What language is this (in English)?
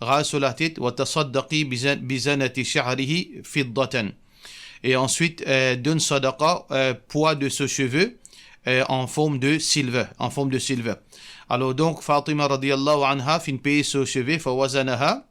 Morisyen